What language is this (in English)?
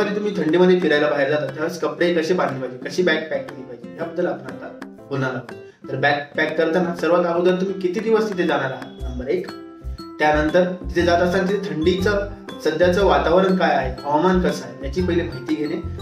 Marathi